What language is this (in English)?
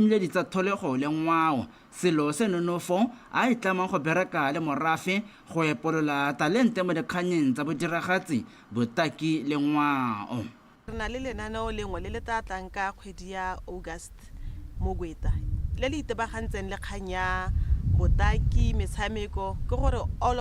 Tswana